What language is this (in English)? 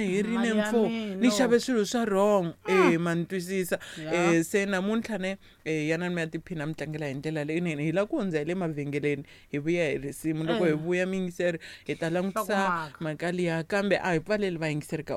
Tsonga